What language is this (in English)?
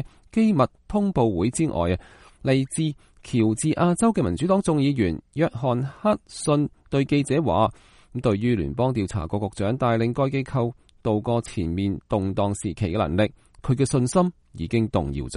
Cantonese